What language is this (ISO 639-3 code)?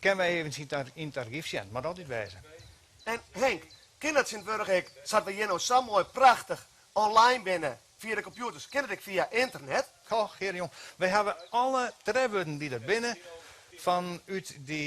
fry